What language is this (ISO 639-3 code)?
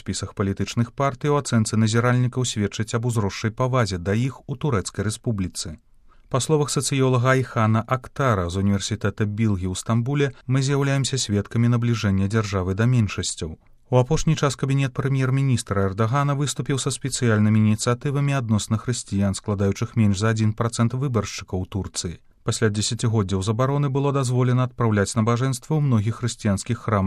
bel